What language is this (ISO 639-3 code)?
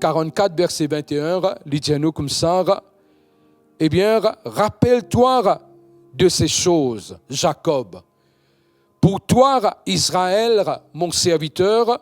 mfe